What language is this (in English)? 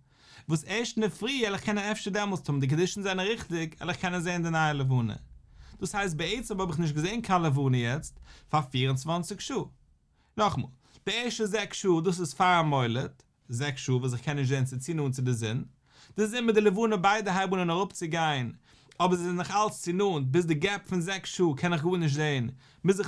Yiddish